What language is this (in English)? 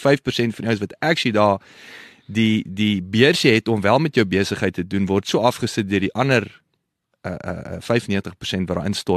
Afrikaans